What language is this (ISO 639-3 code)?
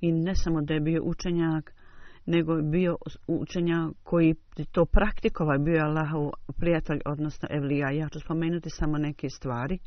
bos